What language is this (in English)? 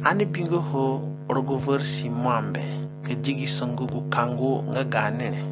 Zande (individual language)